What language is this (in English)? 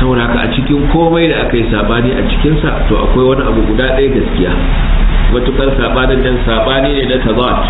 Hausa